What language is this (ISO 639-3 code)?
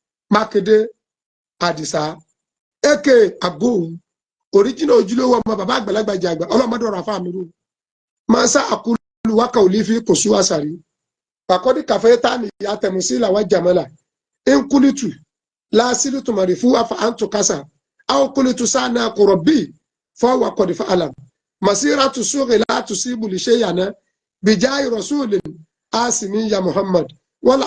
yor